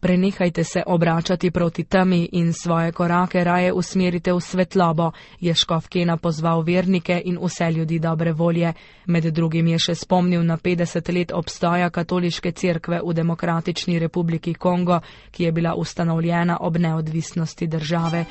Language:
Slovenian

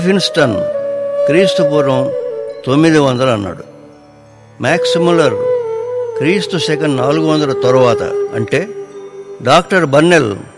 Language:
Telugu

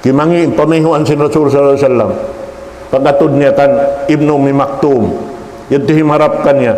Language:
Tausug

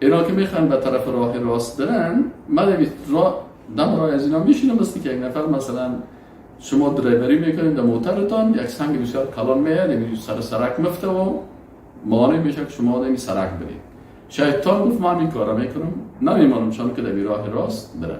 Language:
Persian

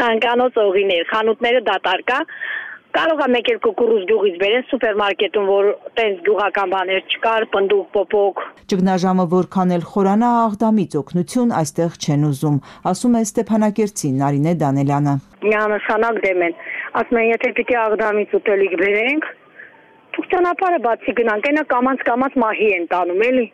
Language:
Armenian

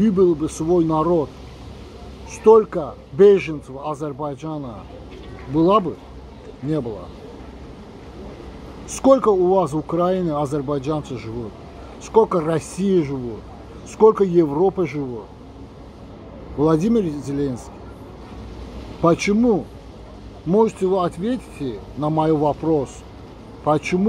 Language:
Russian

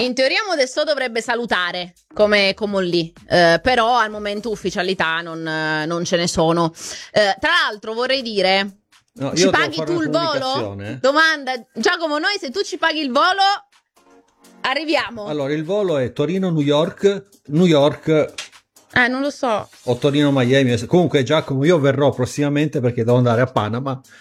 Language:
Italian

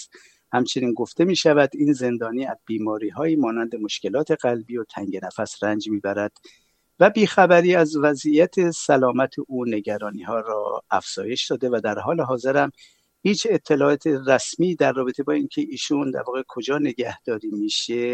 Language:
Persian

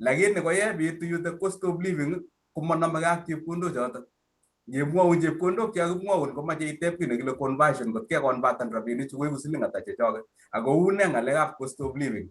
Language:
Kalenjin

